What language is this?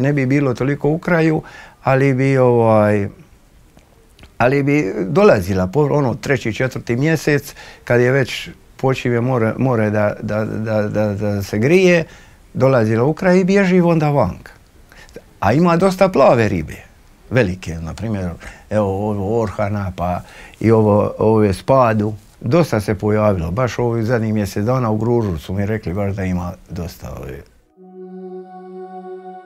Croatian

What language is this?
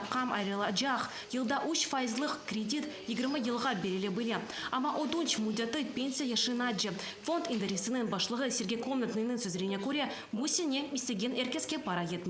Crimean Tatar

